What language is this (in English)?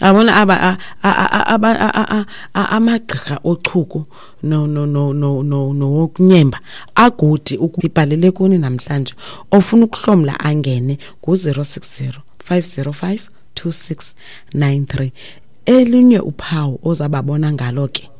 Xhosa